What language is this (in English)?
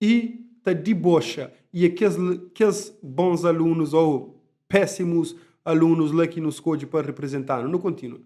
Kabuverdianu